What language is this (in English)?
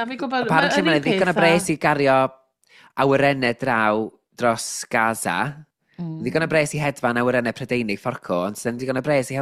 Welsh